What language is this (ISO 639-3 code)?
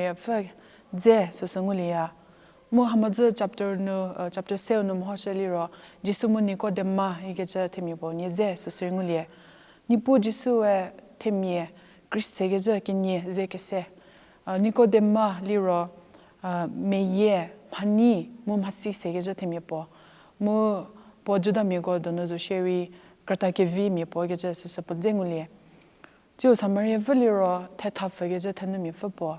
njm